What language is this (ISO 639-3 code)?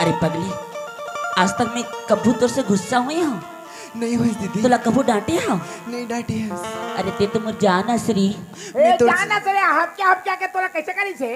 hne